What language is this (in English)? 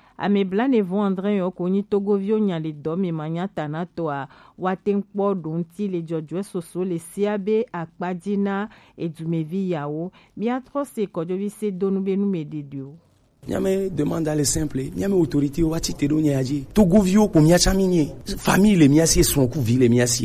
Gen